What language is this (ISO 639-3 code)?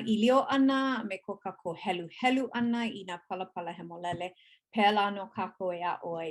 haw